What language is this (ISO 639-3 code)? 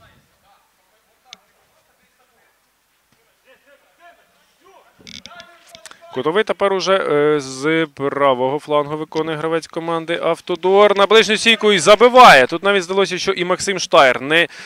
ukr